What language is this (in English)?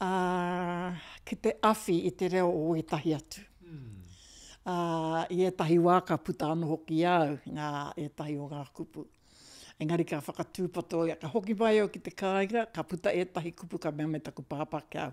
Māori